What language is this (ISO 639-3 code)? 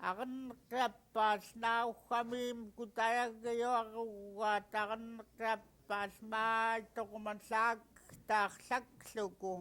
esu